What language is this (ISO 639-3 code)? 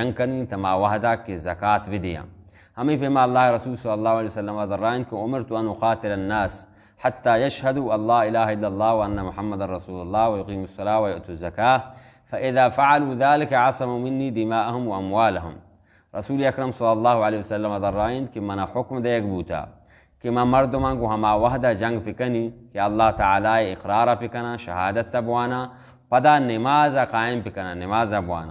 bal